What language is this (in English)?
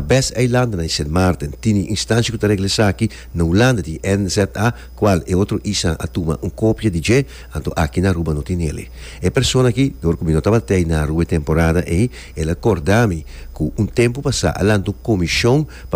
Papiamento